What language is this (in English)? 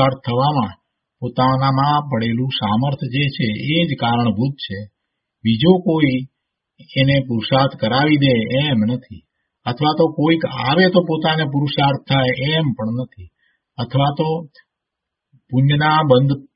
Gujarati